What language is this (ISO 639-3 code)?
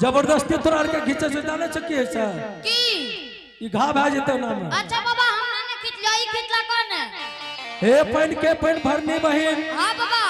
anp